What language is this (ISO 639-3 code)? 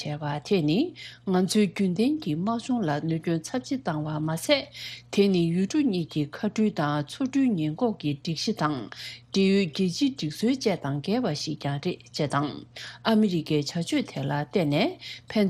bod